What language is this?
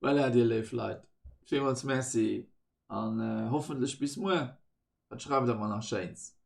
Luxembourgish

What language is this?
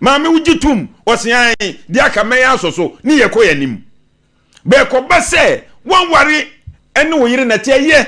Akan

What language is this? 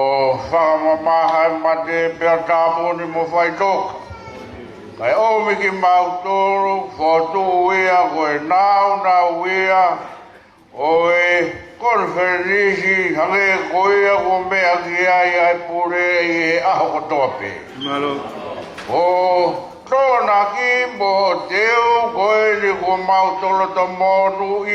Tongan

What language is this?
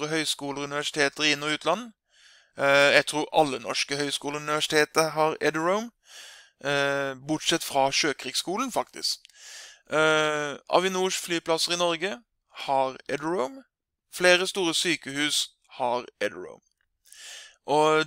Norwegian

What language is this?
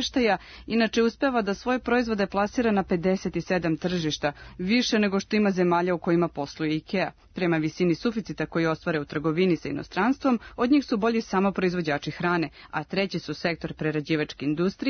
Serbian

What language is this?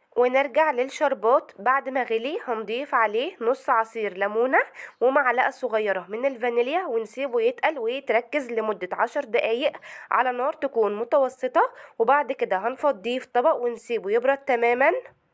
Egyptian Arabic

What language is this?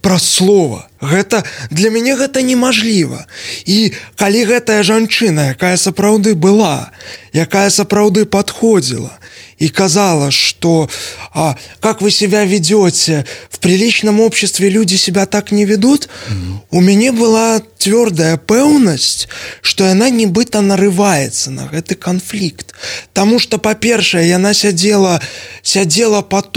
Belarusian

